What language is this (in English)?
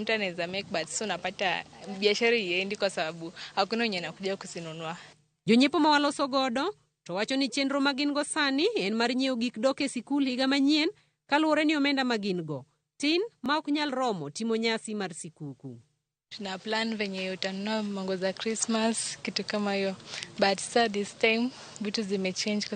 Luo (Kenya and Tanzania)